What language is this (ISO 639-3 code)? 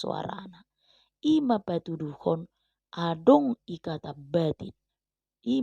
bbc